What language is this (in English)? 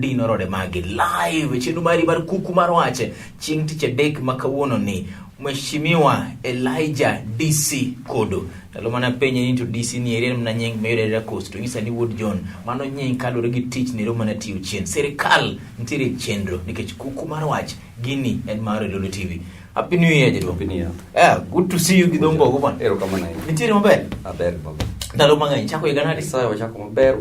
Luo (Kenya and Tanzania)